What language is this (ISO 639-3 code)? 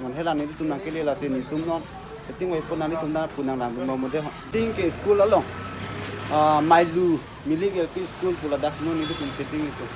mjw